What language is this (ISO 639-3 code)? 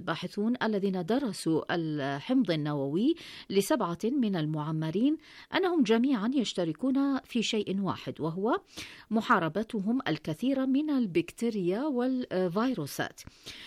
ara